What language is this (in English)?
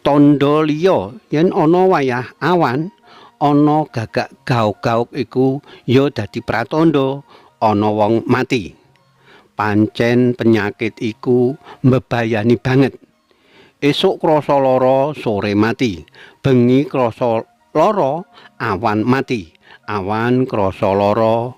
Javanese